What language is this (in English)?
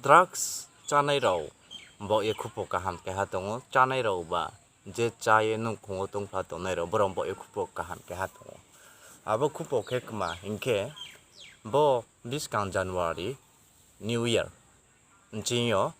Riang (India)